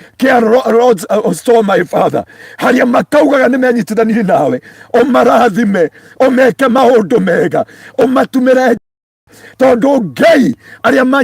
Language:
Kikuyu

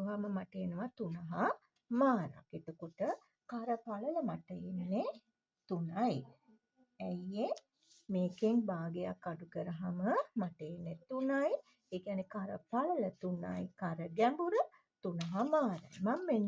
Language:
Sinhala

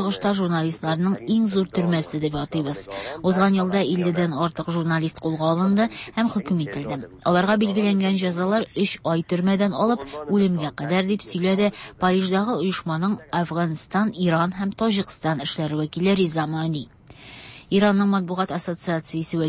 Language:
Tatar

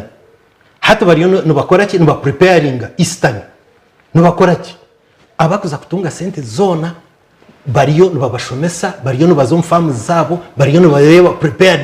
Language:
Nyankole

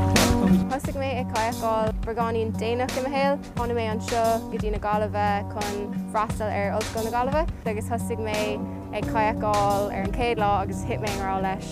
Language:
Irish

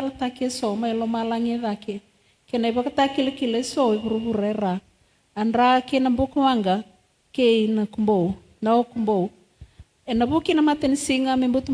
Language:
Fijian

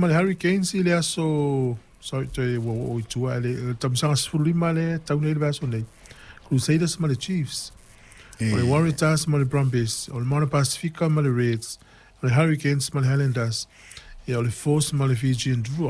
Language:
Samoan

